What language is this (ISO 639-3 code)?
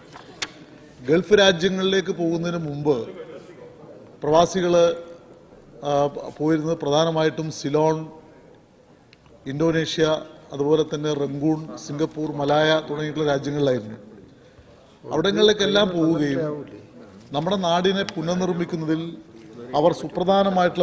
mal